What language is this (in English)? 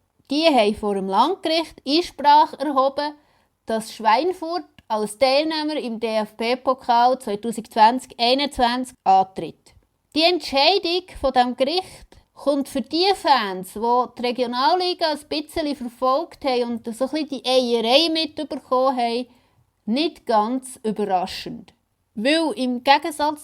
Swiss German